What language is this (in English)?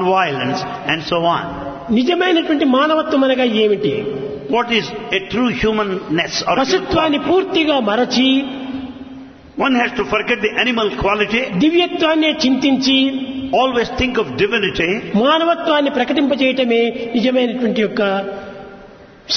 Telugu